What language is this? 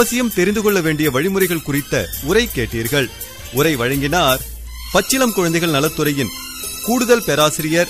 Tamil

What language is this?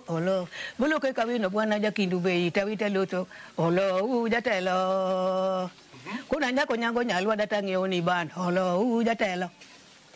Luo (Kenya and Tanzania)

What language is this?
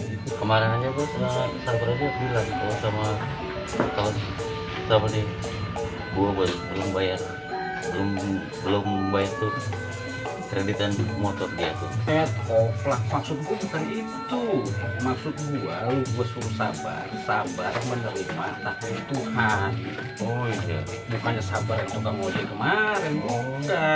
Betawi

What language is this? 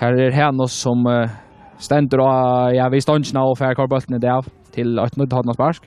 Faroese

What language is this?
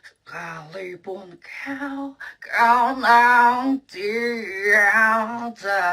Banjar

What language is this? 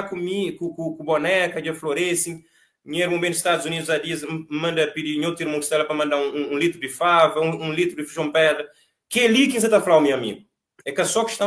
Kabuverdianu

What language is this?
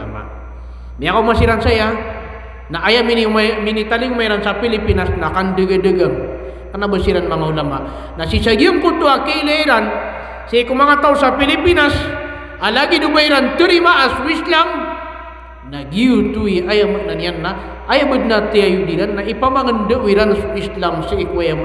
Maranao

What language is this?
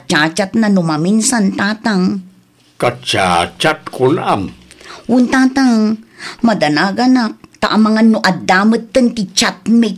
Iloko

